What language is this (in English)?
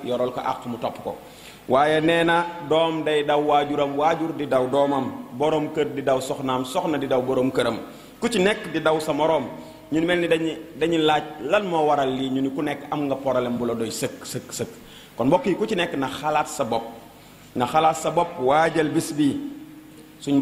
Wolof